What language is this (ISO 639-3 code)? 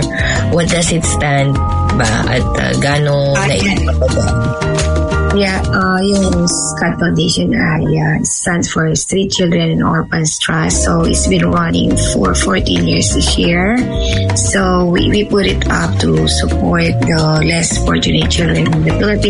fil